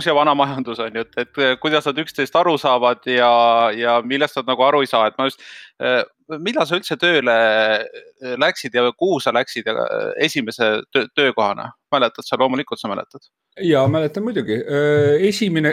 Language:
Estonian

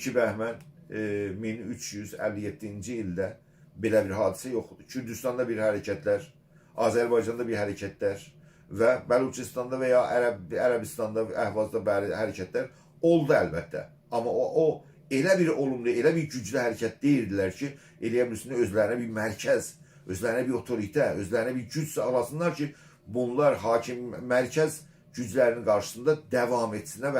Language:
South Azerbaijani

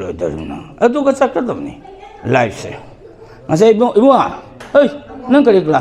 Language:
Manipuri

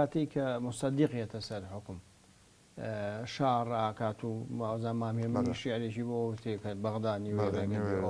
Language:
Central Kurdish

